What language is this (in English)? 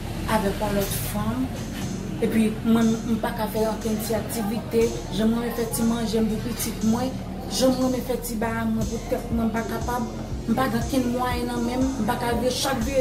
Haitian Creole